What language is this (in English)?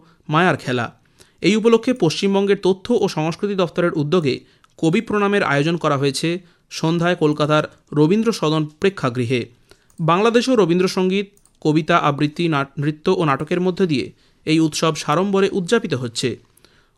Bangla